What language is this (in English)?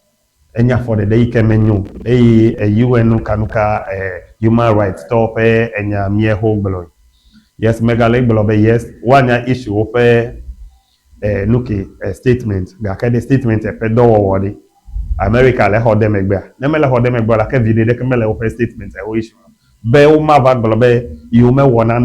Ewe